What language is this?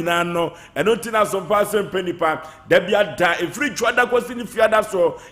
Akan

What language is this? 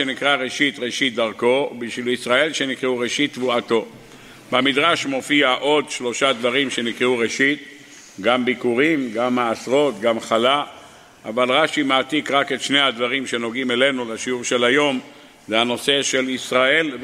Hebrew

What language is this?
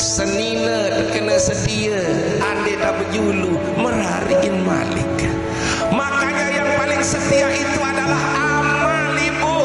Sasak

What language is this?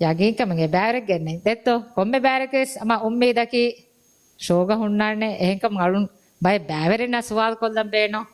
Divehi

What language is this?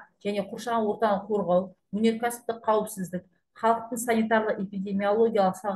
Kazakh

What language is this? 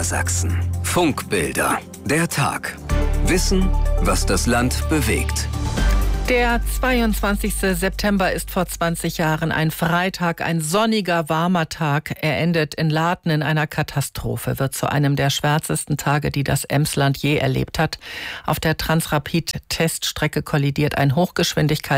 German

